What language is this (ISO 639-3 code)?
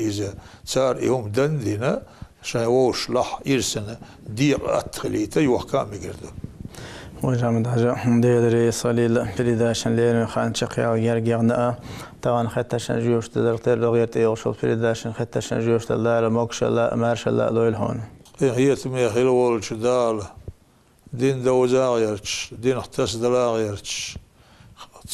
che